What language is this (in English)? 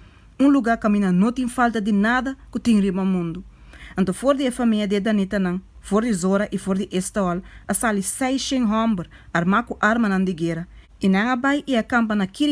Papiamento